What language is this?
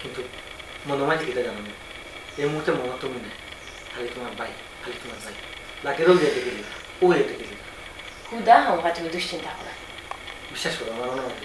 Sylheti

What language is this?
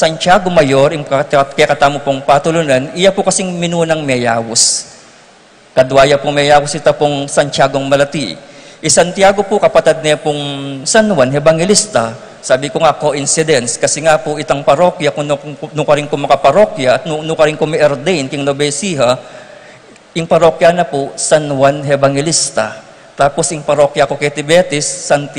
Pampanga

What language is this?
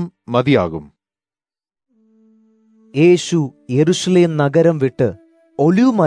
Malayalam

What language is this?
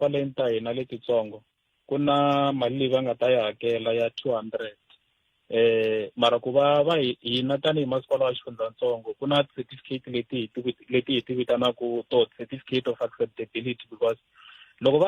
Tsonga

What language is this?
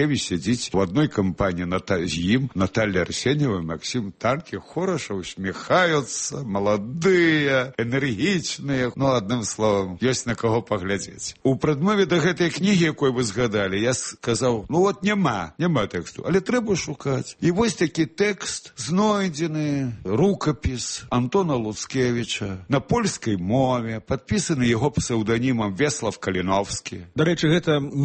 Belarusian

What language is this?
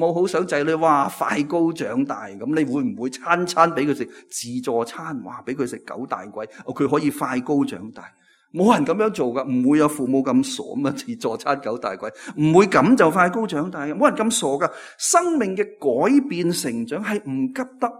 Cantonese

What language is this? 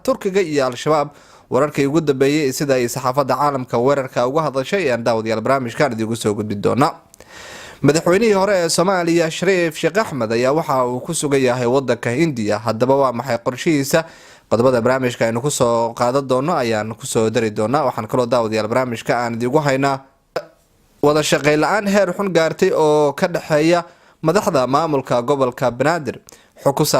Somali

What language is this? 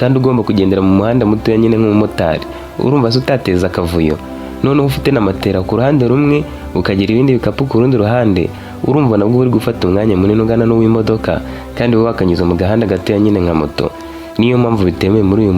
Kinyarwanda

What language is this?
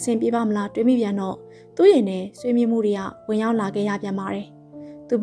Burmese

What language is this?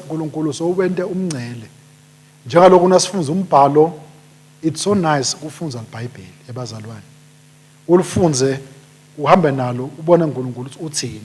Swati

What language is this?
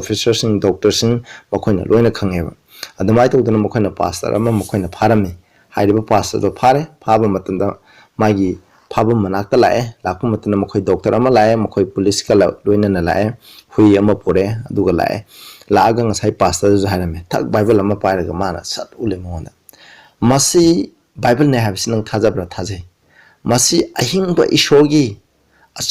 Manipuri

